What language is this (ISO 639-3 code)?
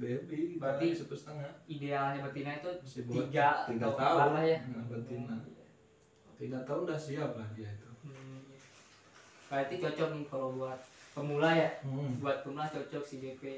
ind